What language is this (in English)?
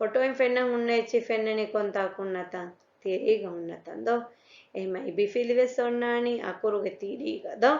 Divehi